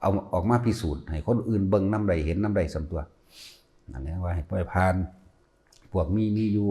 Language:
Lao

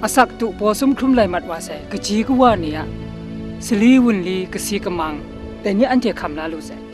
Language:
Kachin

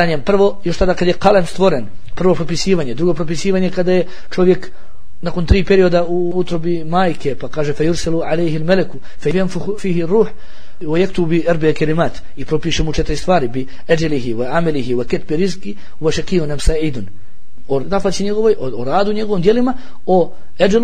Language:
Bosnian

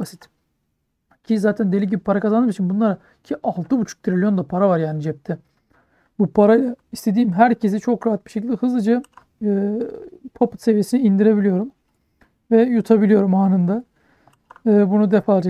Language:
Turkish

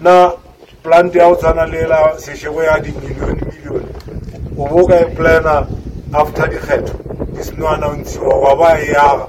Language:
Northern Sotho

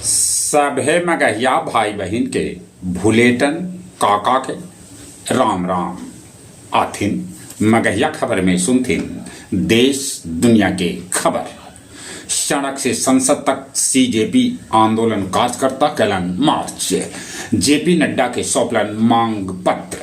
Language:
Magahi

